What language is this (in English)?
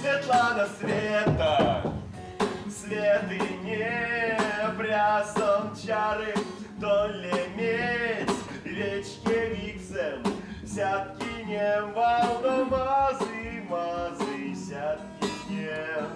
Erzya